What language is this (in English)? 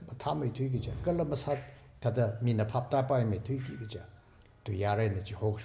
Tangkhul Naga (India)